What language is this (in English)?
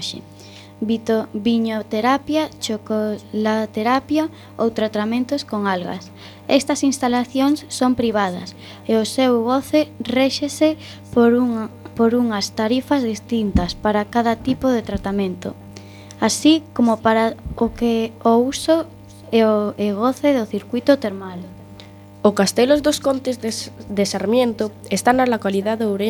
Galician